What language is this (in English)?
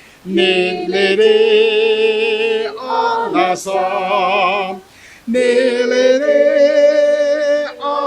Ao Naga